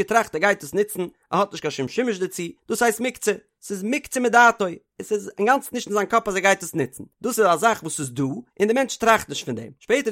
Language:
Yiddish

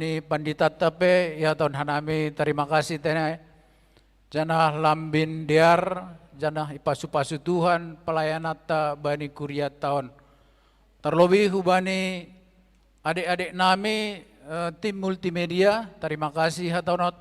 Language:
Batak Simalungun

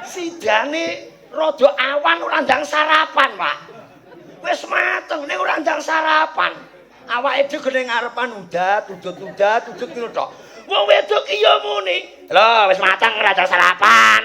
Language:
Javanese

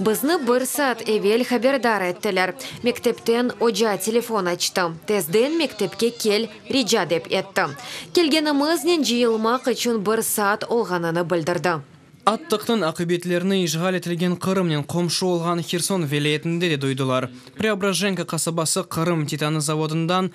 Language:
Crimean Tatar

